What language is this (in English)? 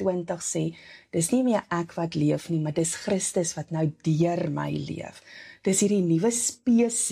Afrikaans